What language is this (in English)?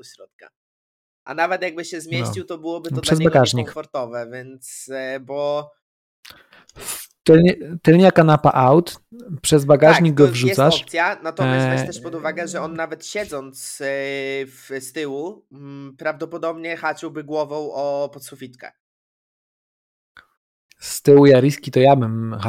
Polish